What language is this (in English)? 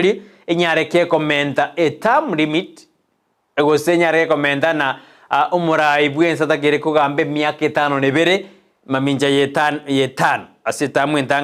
Gusii